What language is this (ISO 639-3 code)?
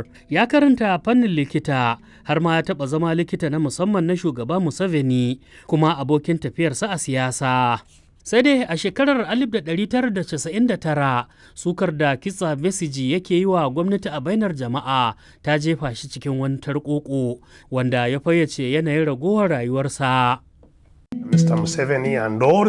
hau